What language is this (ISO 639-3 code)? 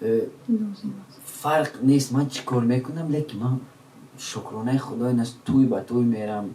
tgk